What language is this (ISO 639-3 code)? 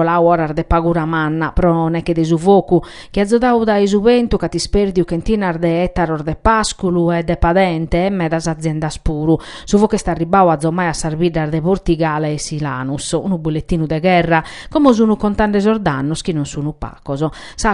srd